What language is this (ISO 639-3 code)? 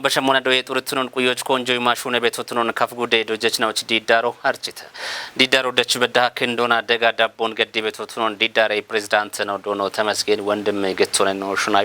kbr